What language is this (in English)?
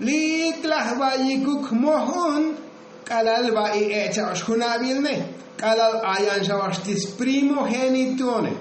Tzotzil